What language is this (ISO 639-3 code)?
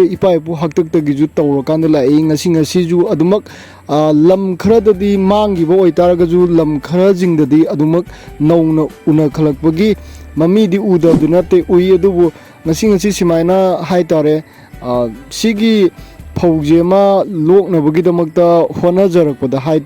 mni